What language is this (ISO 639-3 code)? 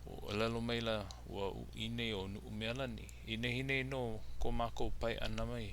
haw